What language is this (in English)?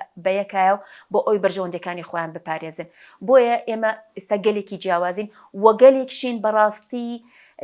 Central Kurdish